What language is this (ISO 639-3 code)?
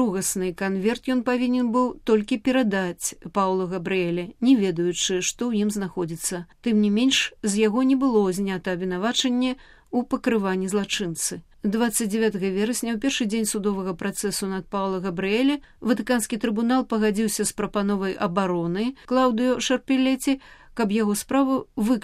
bel